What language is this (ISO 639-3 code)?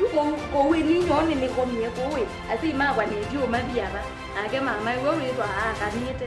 kam